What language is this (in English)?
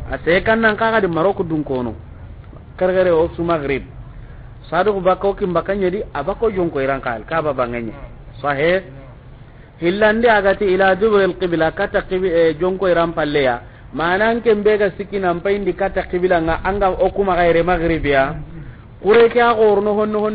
Soninke